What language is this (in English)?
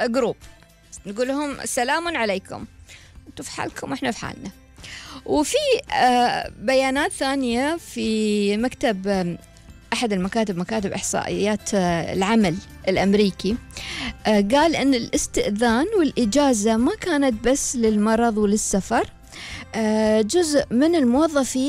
Gulf Arabic